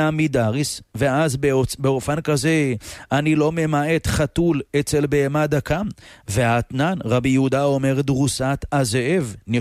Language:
Hebrew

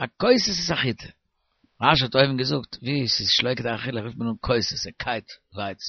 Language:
Yiddish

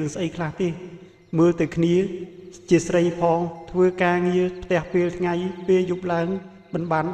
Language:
Khmer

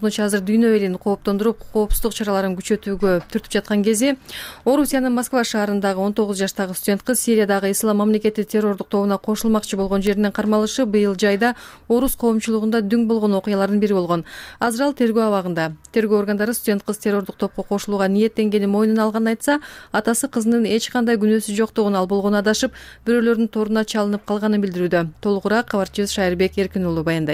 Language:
Kyrgyz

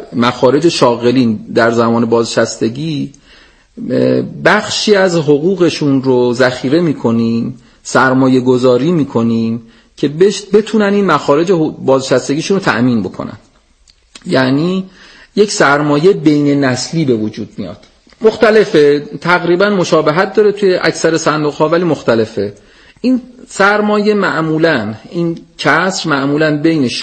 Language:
Persian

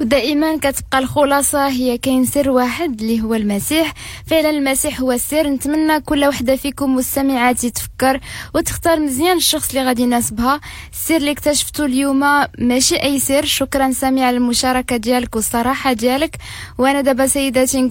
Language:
Moroccan Arabic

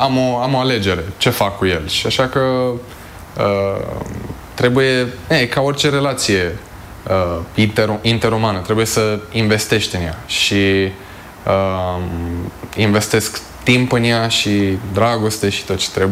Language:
Romanian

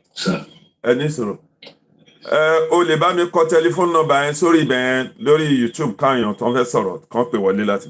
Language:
Yoruba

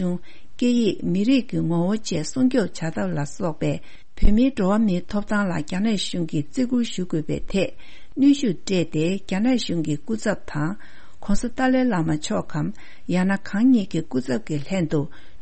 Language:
Tibetan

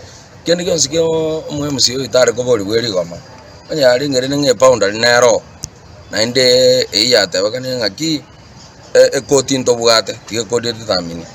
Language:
Gusii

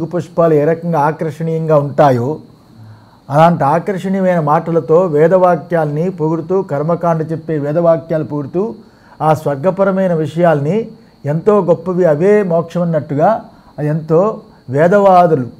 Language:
Telugu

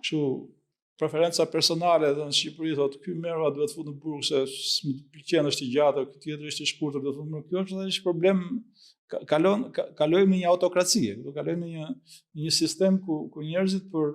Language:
Albanian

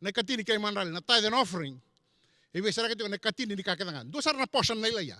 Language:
Fijian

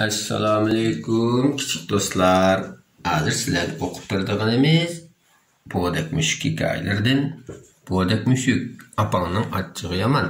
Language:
Uyghur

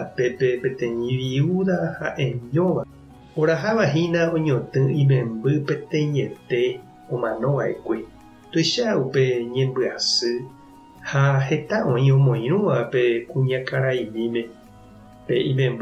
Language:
Guarani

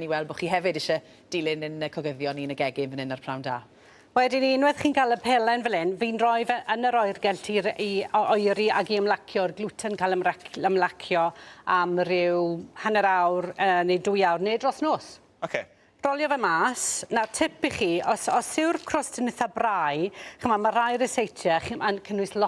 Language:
Welsh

